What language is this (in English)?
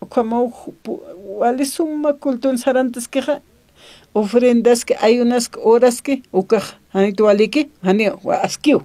Aymara